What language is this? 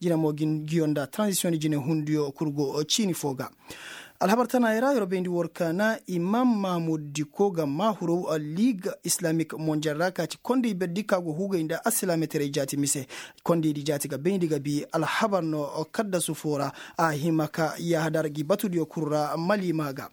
Koyraboro Senni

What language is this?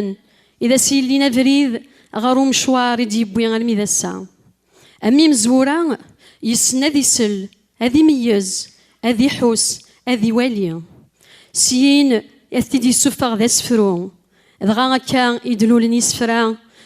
Kabyle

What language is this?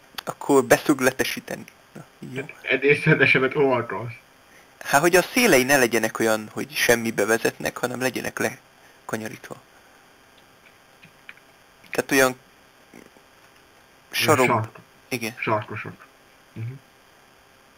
Hungarian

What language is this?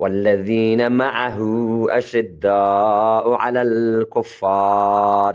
Eastern Balochi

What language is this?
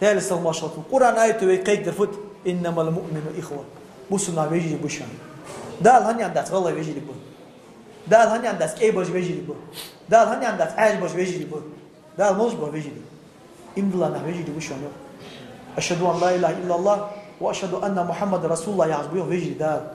Ingush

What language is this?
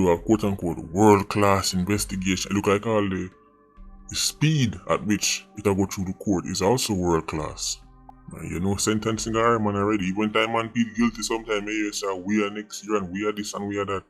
Jamaican Creole English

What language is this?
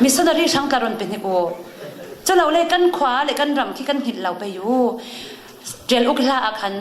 Falam Chin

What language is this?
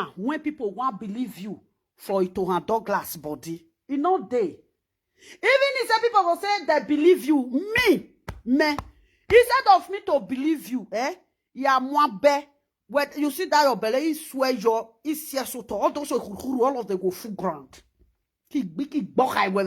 Nigerian Pidgin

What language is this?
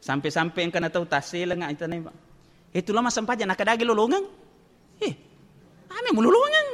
Buginese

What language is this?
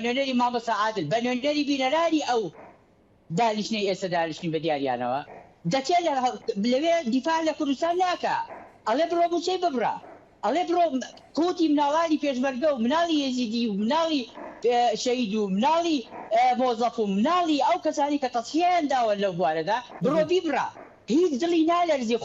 Central Kurdish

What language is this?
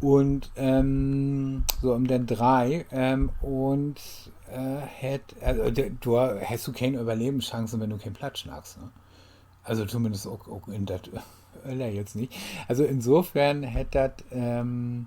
Low German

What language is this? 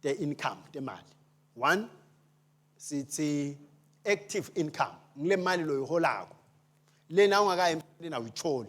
Swati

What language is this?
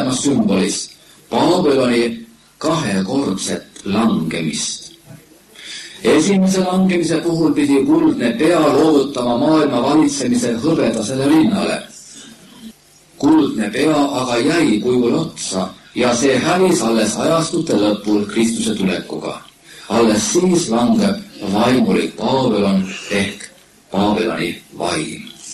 Estonian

